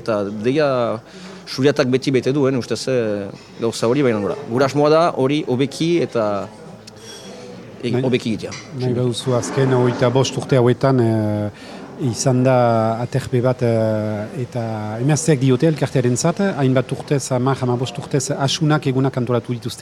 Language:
Basque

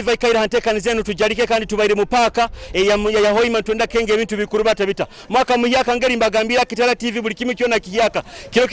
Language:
Nyoro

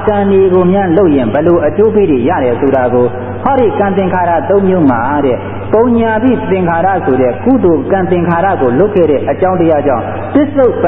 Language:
Burmese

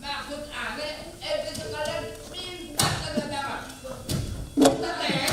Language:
Betawi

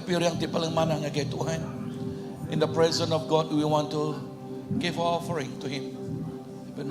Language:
Iban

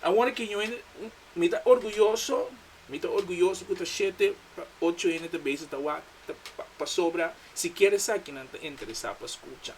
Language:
Papiamento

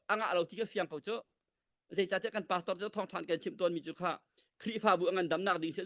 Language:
Hakha Chin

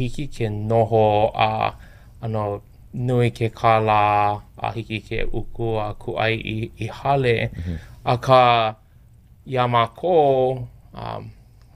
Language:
Hawaiian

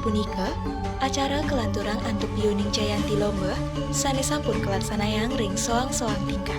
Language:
Balinese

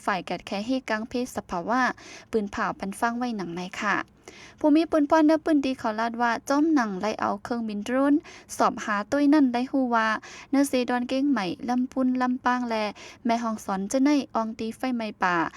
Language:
Shan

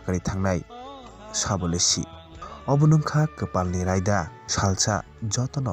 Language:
Kok Borok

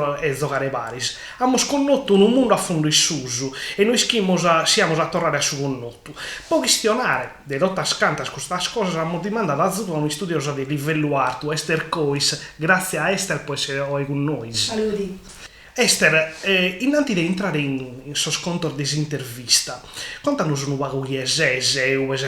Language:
Sardinian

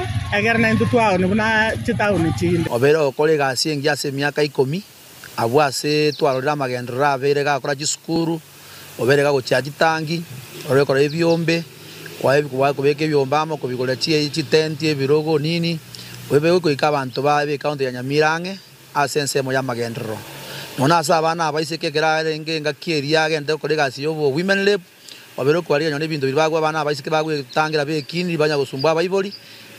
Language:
Gusii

